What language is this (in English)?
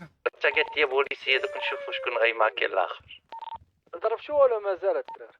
Moroccan Arabic